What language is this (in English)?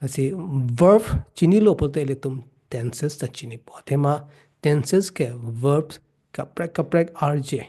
Karbi